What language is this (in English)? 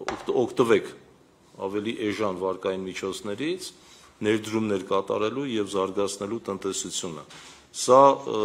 Armenian